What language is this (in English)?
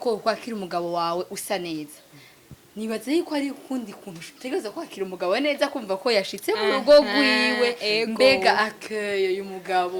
Rundi